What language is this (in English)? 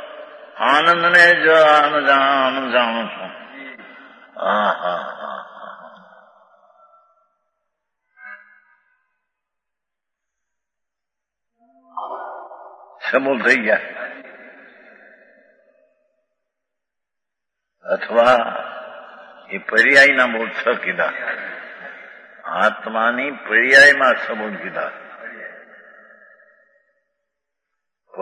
Gujarati